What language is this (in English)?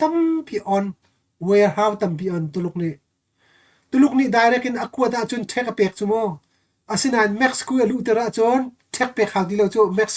Hakha Chin